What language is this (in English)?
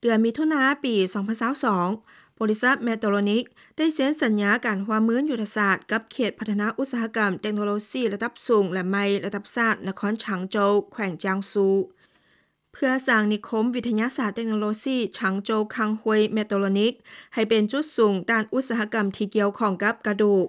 Lao